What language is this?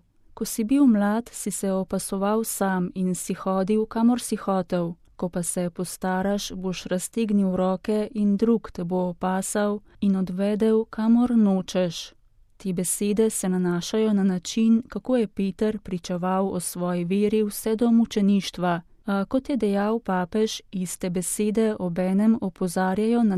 Slovenian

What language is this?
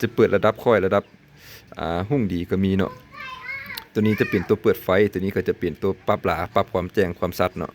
Lao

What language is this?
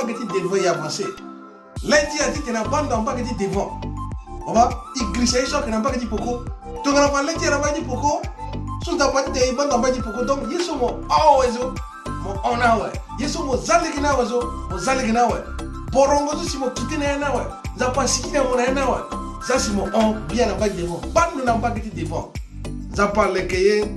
Sango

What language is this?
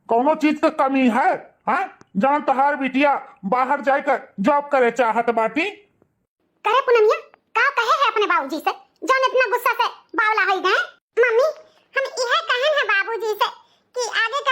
Awadhi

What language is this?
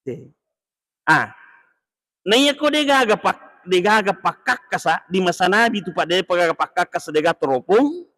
Buginese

